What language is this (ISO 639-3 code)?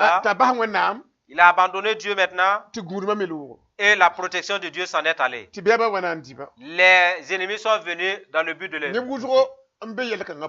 mos